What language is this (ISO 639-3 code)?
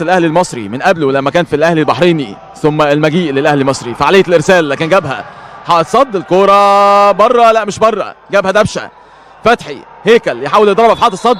arz